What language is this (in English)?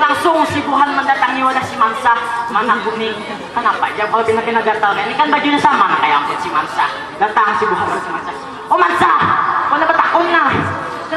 Banjar